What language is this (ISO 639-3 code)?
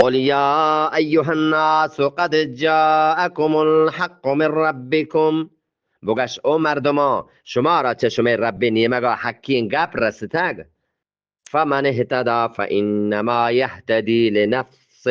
bgp